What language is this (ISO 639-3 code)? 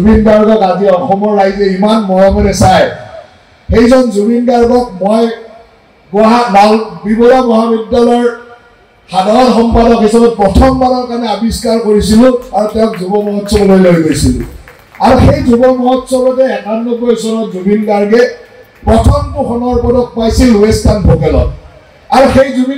asm